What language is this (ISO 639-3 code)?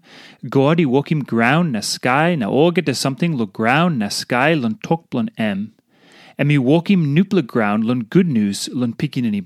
tpi